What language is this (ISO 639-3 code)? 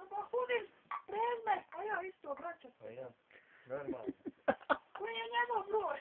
bos